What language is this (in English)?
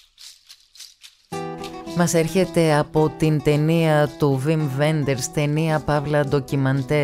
Greek